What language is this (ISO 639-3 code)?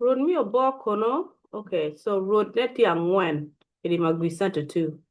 ach